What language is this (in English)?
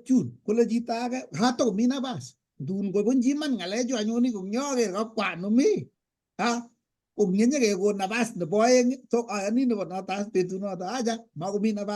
Kalenjin